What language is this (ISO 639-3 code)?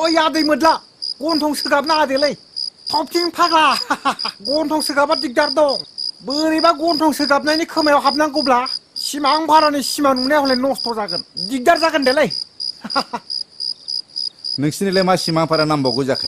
brx